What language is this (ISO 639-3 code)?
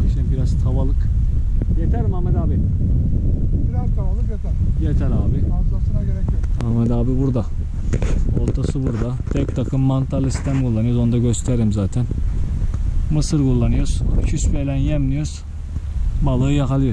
tur